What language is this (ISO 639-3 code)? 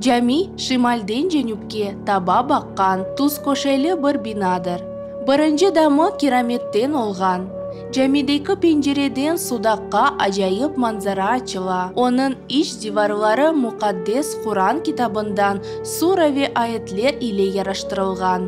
crh